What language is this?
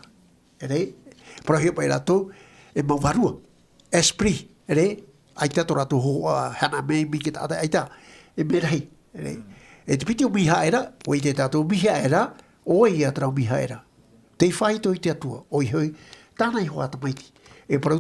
Tahitian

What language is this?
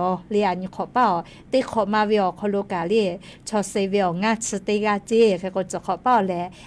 Lahu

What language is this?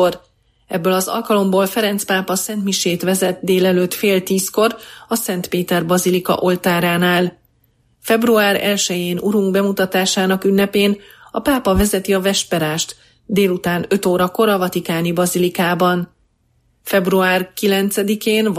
Hungarian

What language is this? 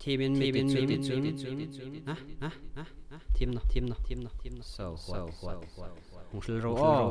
Hmar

